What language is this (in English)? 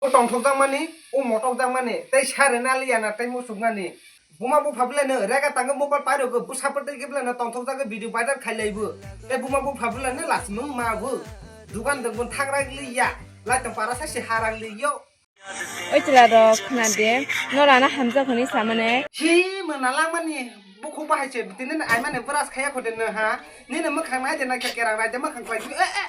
Kok Borok